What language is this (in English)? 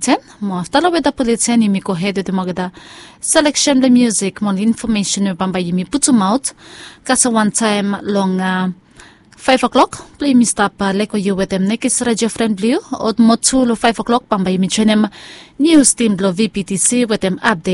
Bislama